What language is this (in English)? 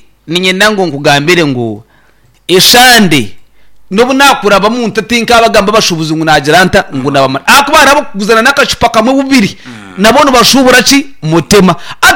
Nyankole